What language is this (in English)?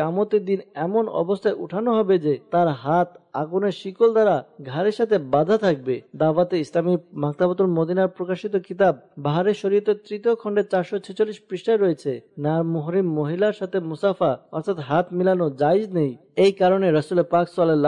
Bangla